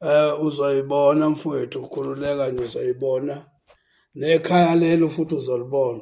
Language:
Zulu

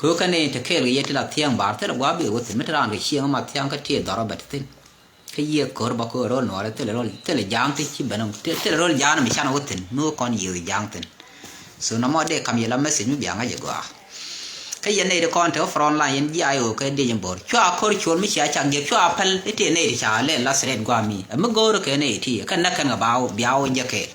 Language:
Nuer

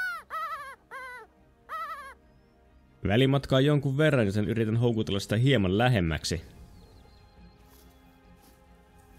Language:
Finnish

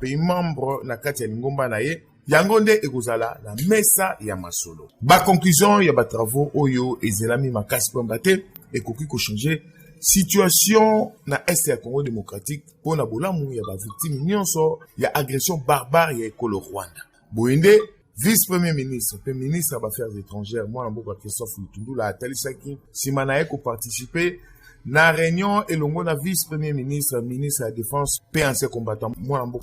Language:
Lingala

